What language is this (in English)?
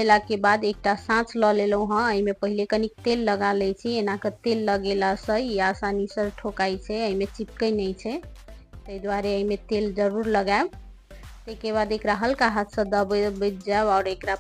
Maithili